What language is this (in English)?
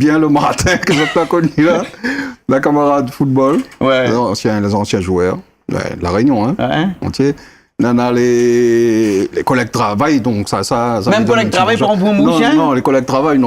Réunion Creole French